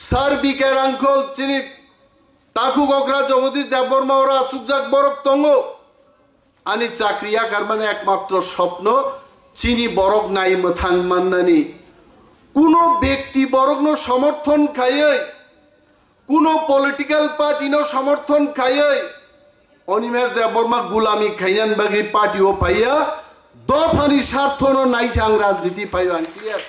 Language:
Kok Borok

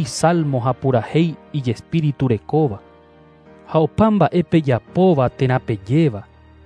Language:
Guarani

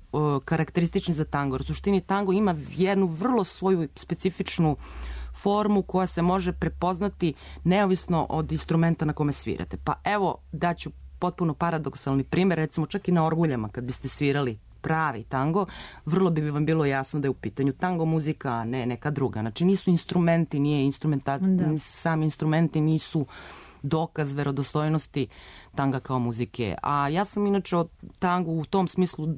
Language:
Serbian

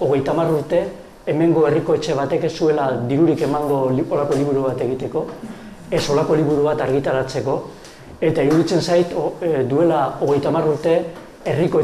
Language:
Basque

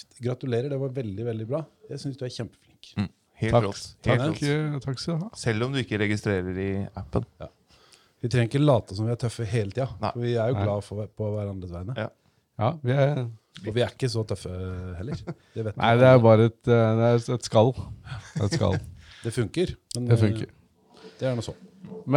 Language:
Norwegian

